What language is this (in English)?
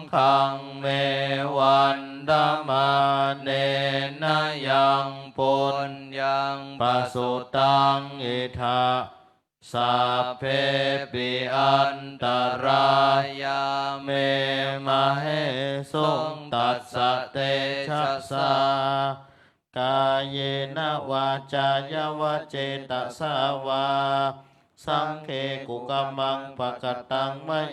Pali